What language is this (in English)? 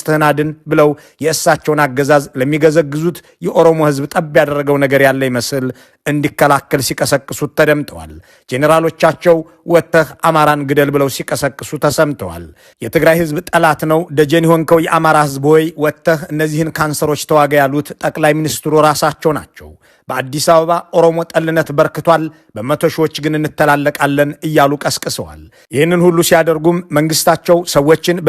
Amharic